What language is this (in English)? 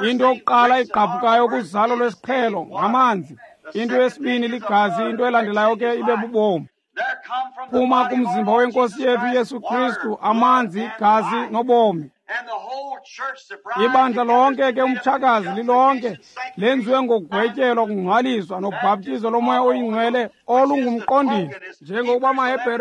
Xhosa